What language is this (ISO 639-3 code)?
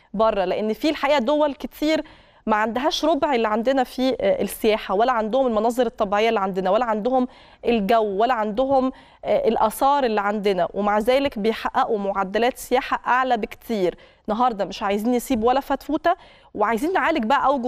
arz